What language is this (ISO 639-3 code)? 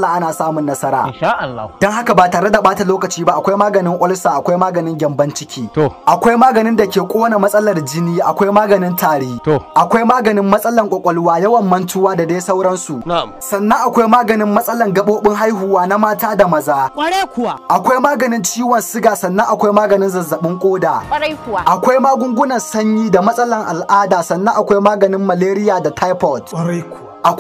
hau